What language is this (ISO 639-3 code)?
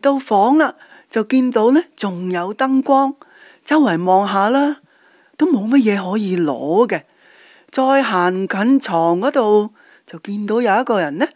yue